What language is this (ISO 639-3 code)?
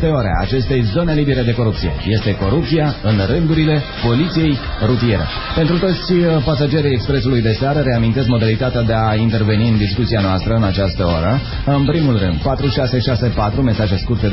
ron